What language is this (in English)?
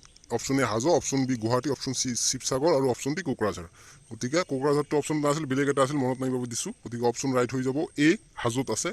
Assamese